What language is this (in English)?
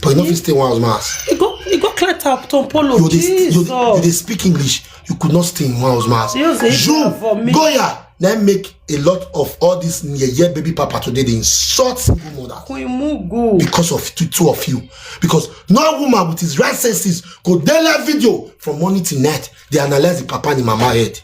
Nigerian Pidgin